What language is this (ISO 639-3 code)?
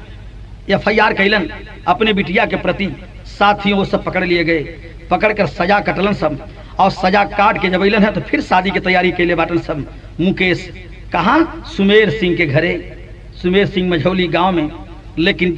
bho